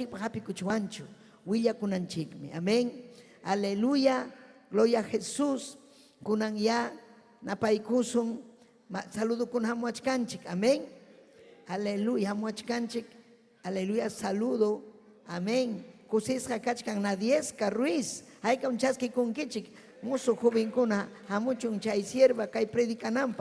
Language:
Ayacucho Quechua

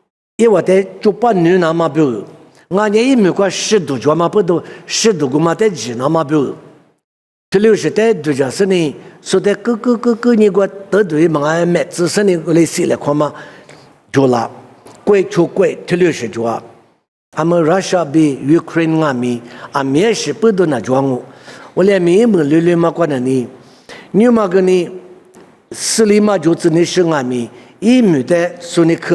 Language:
Lisu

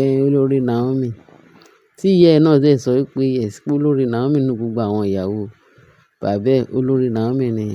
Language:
Yoruba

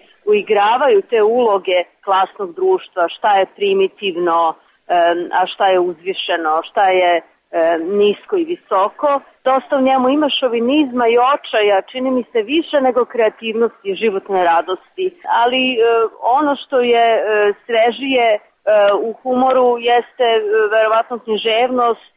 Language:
Serbian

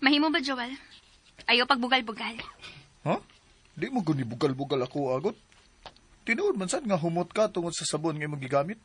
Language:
Cebuano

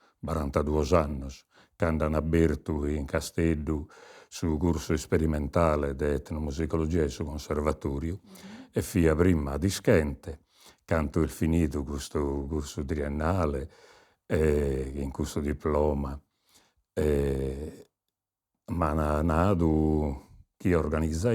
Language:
Sardinian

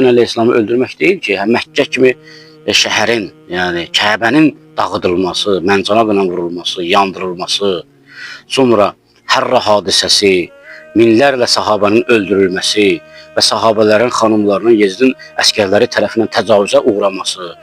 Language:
Azerbaijani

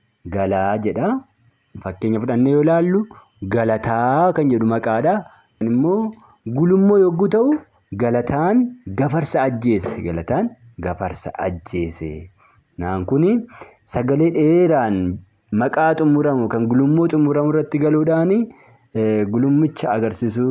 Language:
Oromo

